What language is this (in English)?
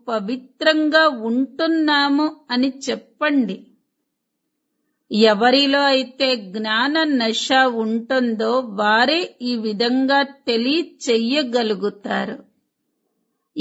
Telugu